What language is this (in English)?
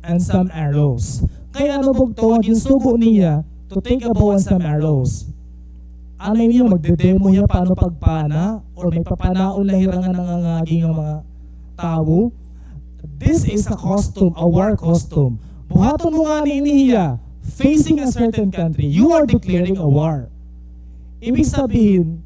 Waray